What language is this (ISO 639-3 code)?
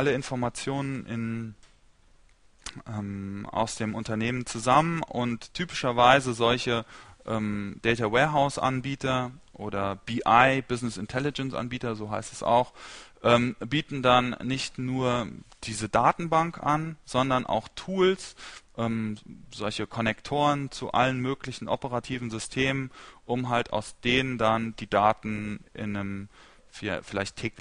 deu